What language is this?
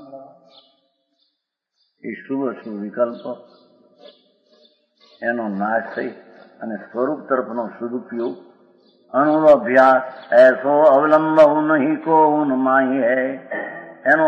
Gujarati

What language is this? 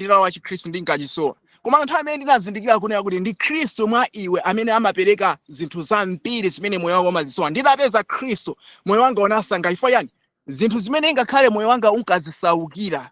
Nyanja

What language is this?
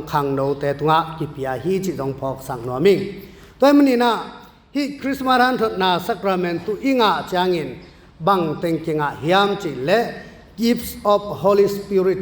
Tedim Chin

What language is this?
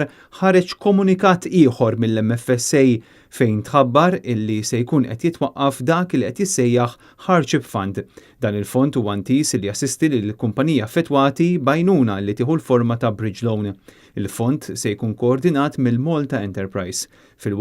Maltese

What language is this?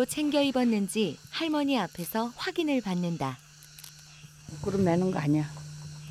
Korean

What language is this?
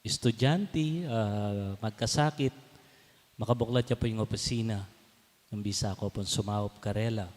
Pampanga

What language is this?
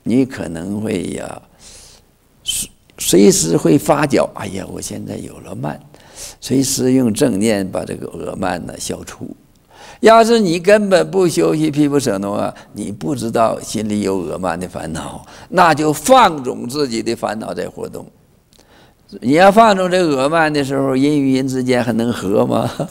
Chinese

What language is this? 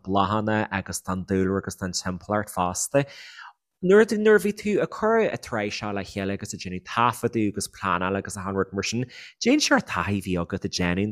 Irish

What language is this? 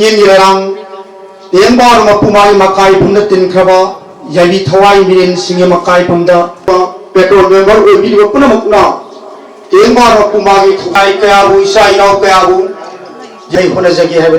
Manipuri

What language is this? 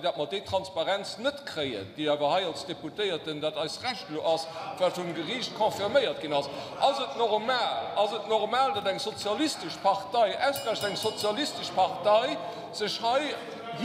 Luxembourgish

